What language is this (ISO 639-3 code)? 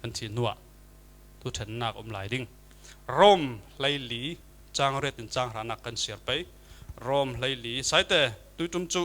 cfm